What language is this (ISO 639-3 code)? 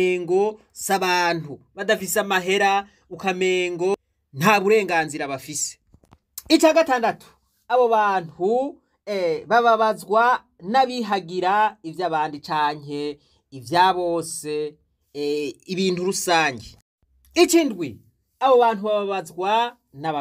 run